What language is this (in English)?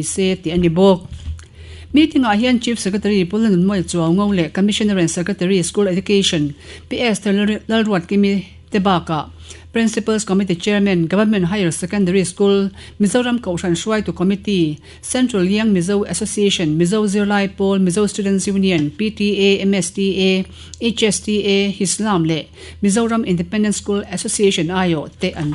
Mizo